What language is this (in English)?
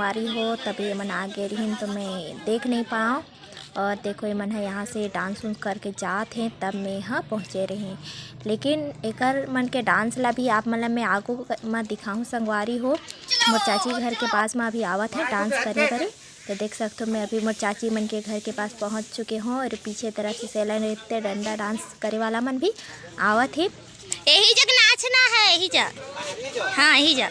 Chhattisgarhi